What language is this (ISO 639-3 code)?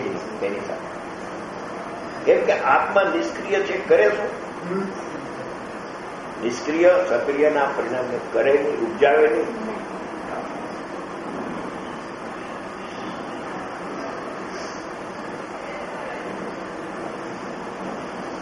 guj